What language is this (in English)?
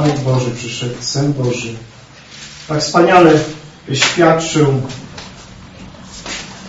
Polish